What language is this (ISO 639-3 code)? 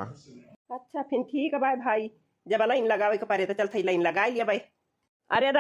awa